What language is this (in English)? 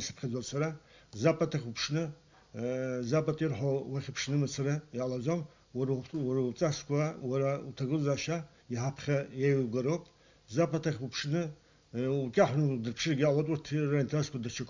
Abkhazian